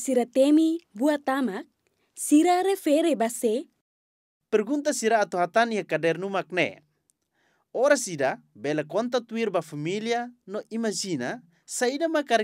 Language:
Tetum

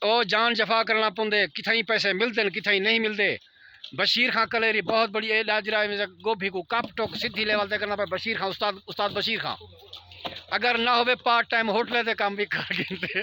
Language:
Saraiki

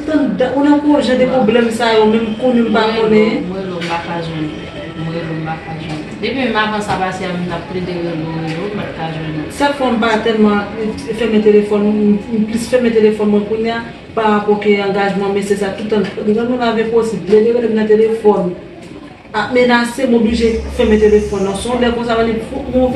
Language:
Haitian Creole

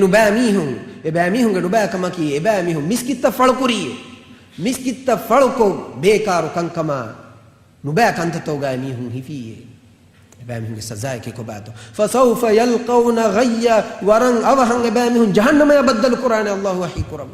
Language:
Divehi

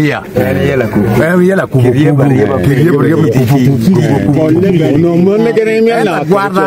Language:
Acoli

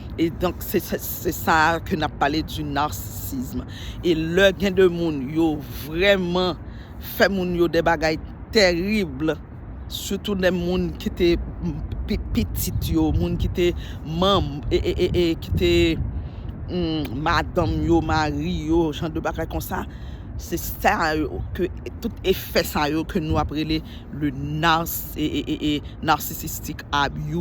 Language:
Haitian Creole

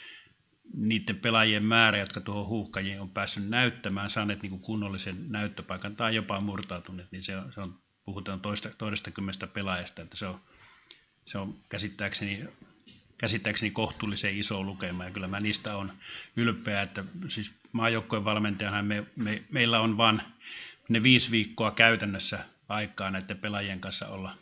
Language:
Finnish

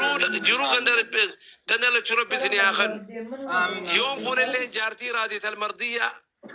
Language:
Oromo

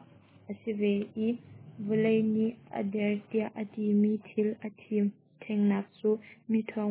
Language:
Hakha Chin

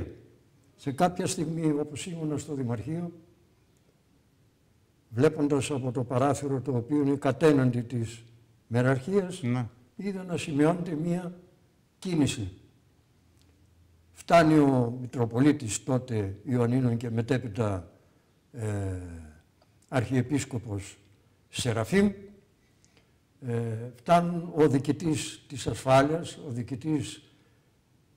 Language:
Greek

